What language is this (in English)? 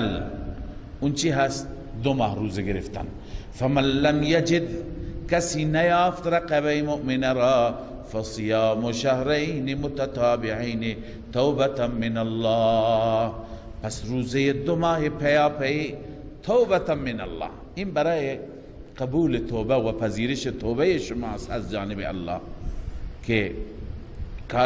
Persian